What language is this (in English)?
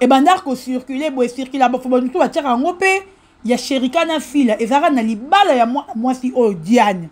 Lingala